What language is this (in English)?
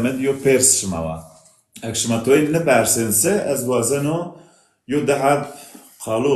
Zaza